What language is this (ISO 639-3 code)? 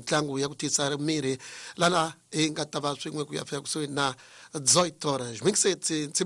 tso